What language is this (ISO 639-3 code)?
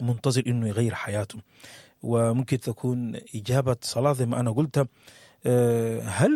apd